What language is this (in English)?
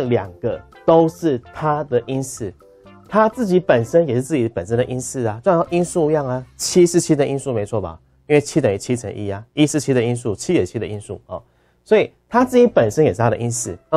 Chinese